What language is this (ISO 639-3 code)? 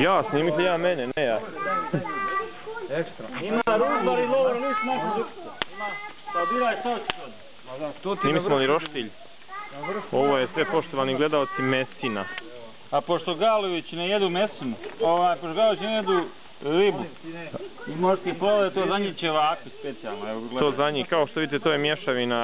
bos